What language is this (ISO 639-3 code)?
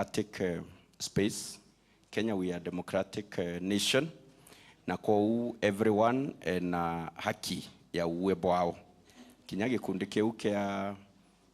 mer